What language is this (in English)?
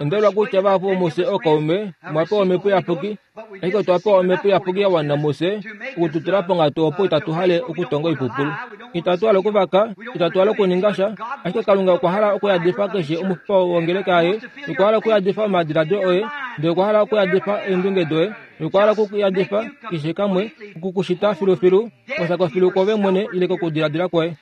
Kuanyama